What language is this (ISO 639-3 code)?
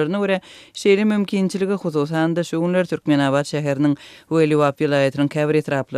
tuk